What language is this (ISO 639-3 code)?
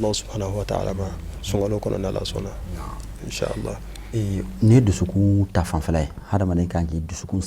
bam